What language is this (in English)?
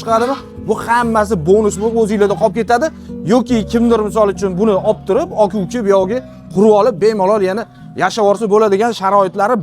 Uzbek